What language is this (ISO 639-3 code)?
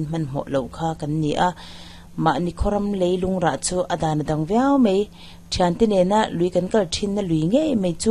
lus